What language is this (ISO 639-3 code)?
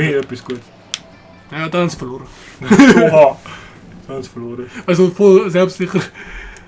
gsw